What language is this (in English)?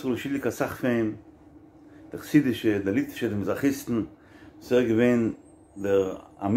Yiddish